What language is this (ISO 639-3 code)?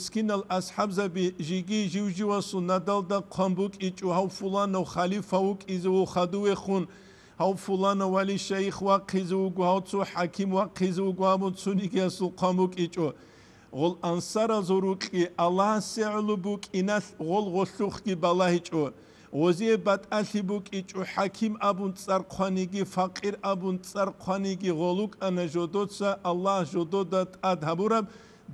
ava